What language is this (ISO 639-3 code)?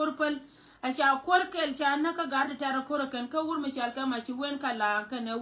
nus